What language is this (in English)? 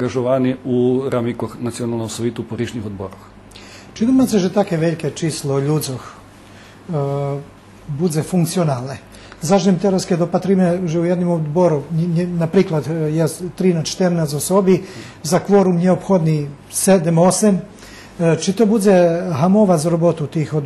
Rusyn